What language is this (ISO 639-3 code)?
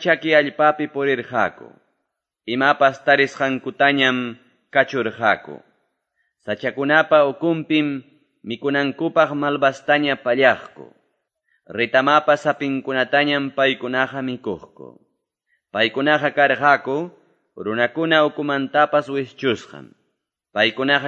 que